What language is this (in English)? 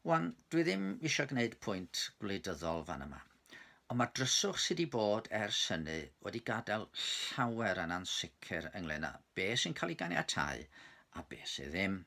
Welsh